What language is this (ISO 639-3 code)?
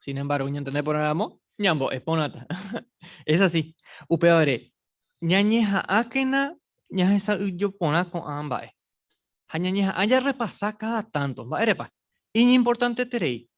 grn